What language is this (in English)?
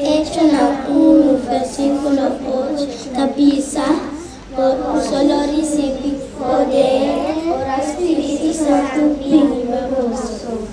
Papiamento